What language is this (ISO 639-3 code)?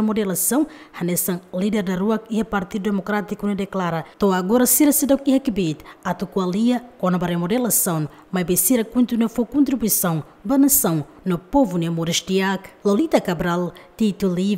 tet